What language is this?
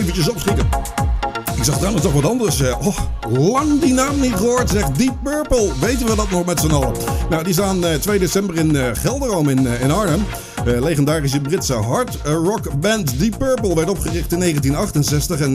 Dutch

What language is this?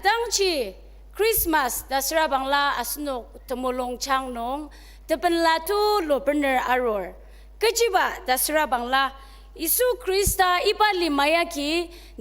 Ao Naga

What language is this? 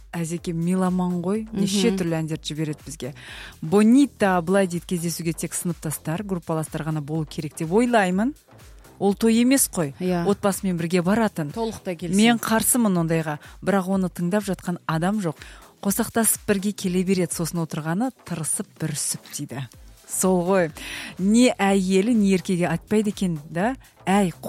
Kazakh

